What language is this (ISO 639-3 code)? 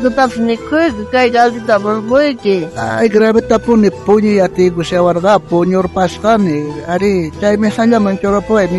quh